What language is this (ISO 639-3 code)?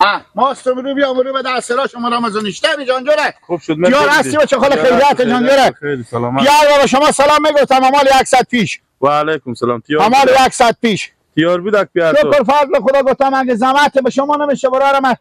fas